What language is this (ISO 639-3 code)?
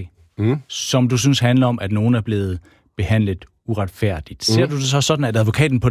dan